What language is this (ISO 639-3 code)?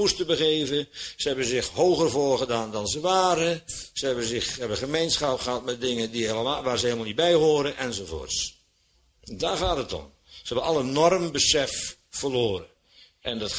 nld